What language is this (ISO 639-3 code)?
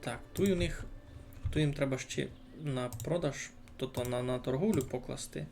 rue